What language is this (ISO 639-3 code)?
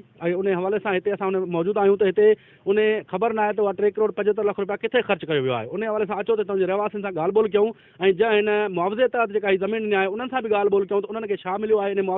snd